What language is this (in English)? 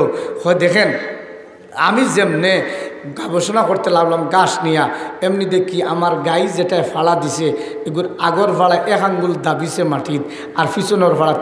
Sylheti